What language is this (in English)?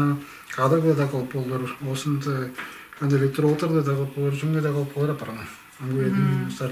Tuvinian